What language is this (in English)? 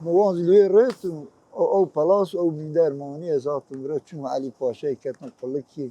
Kurdish